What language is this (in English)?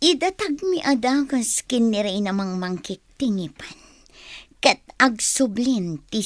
Iloko